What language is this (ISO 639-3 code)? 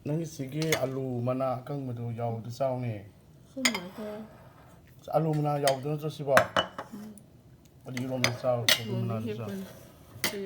mni